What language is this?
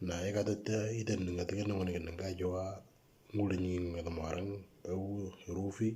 Moro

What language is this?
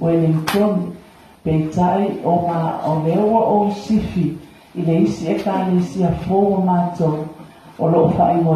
Samoan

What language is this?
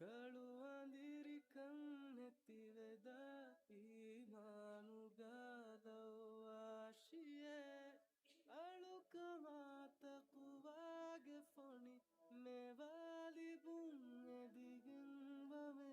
Divehi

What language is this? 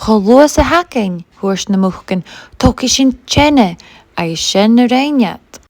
Scottish Gaelic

